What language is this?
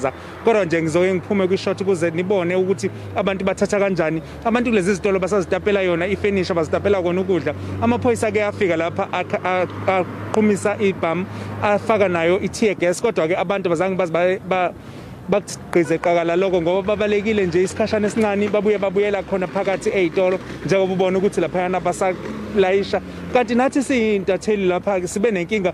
Zulu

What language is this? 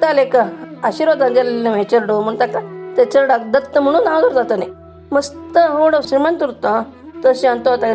Konkani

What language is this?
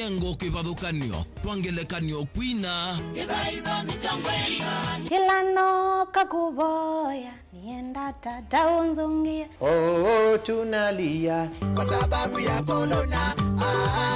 Kamba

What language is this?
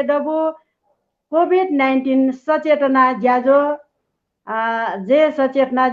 Newari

